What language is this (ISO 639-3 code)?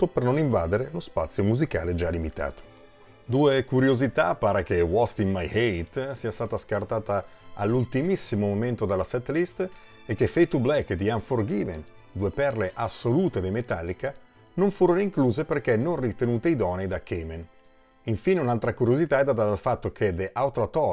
ita